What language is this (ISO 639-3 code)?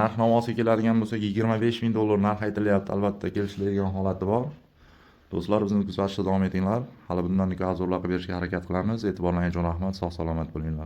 uzb